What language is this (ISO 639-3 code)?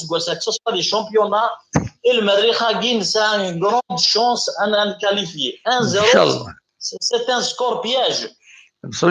kab